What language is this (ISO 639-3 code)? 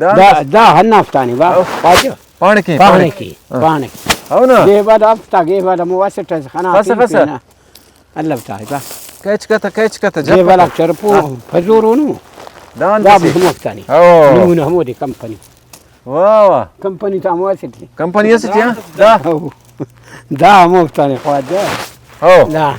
brh